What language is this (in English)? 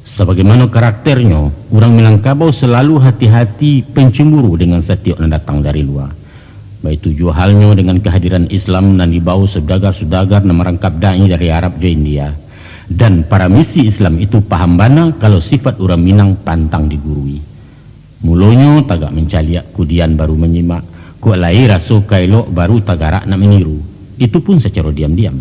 Minangkabau